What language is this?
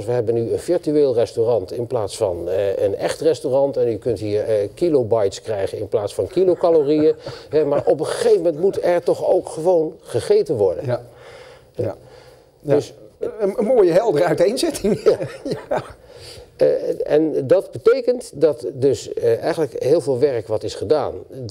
Dutch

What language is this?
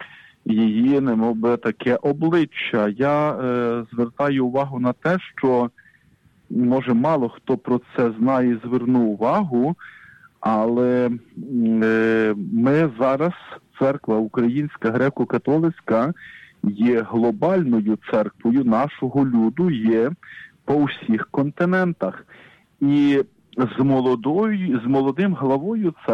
Ukrainian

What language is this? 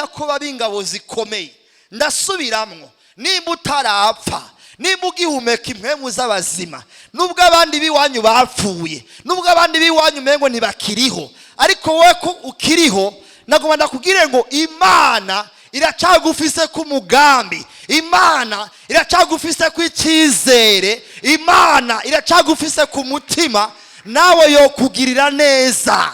Rundi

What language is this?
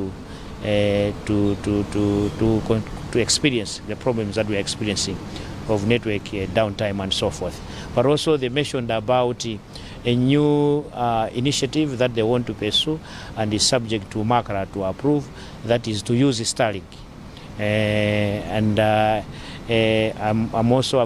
English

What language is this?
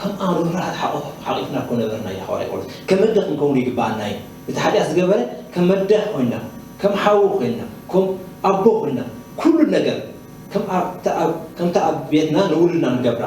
Tigrinya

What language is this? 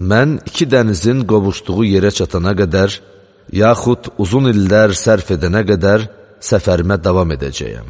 Azerbaijani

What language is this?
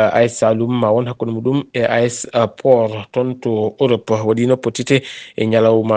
Fula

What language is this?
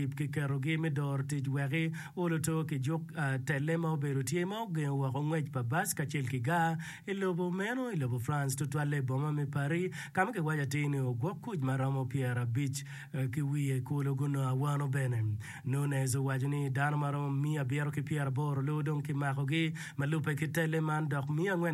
Acoli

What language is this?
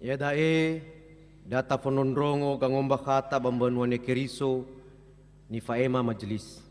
Nias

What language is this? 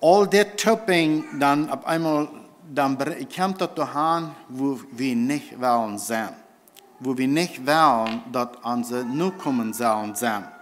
Plautdietsch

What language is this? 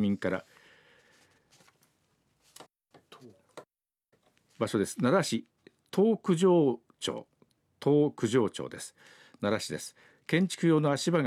Japanese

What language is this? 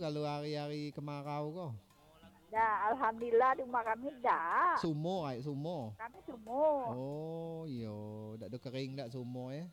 Minangkabau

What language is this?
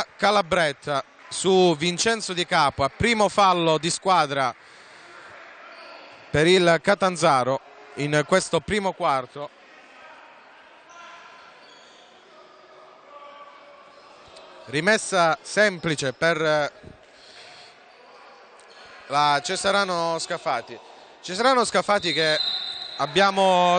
Italian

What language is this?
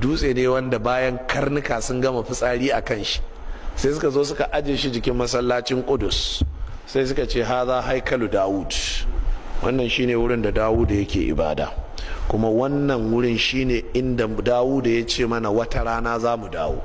Hausa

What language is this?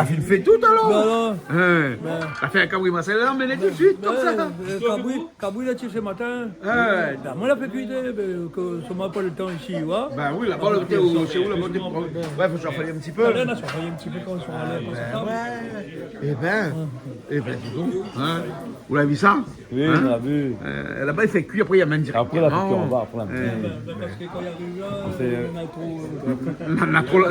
Réunion Creole French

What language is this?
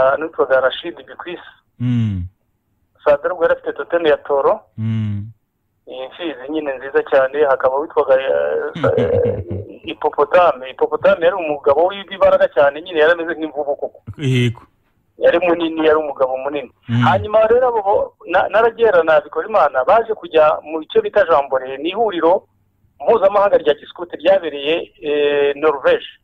Kinyarwanda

